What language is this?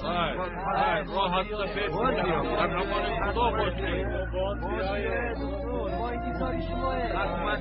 Tajik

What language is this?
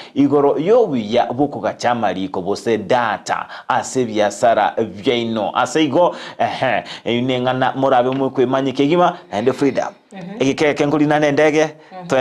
Gusii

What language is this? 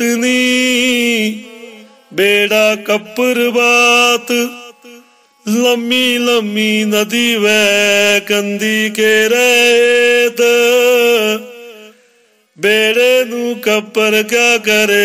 Punjabi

